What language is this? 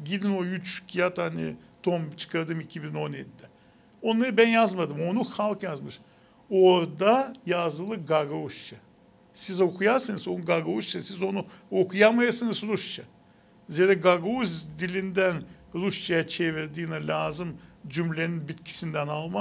Gagauz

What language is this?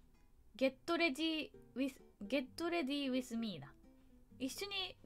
Japanese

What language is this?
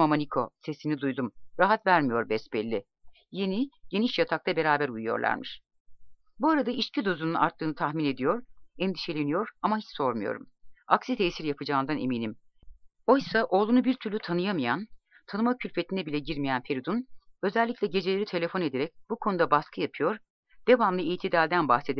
Turkish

